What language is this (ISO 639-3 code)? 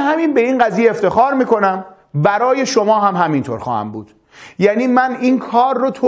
fas